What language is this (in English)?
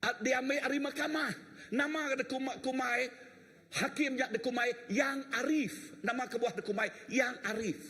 Iban